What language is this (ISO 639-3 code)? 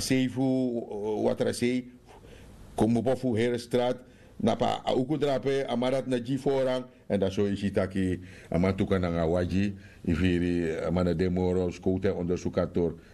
srn